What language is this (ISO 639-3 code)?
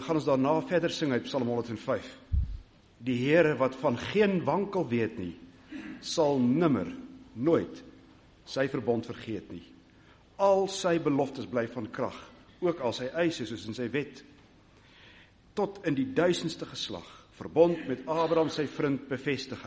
afr